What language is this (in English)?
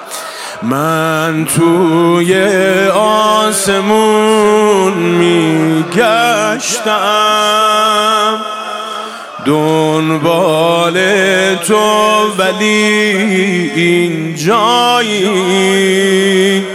Persian